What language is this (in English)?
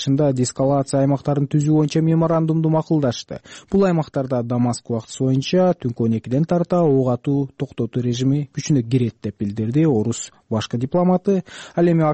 Kyrgyz